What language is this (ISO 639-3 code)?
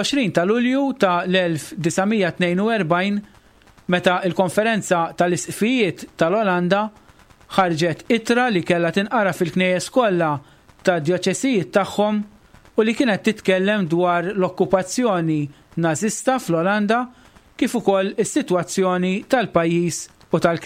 mlt